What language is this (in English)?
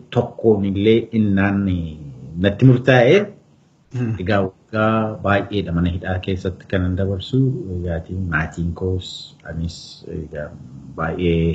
Oromo